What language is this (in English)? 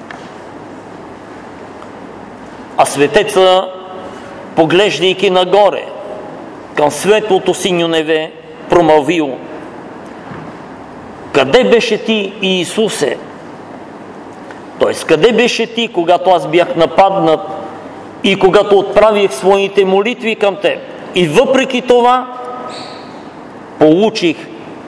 Bulgarian